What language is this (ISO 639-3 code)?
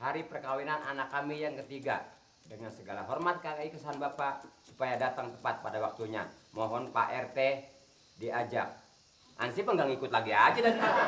bew